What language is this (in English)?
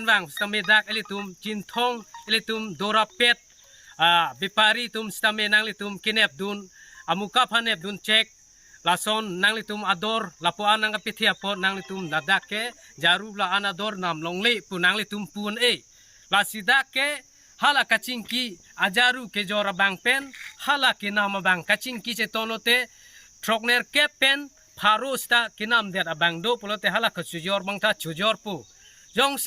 Karbi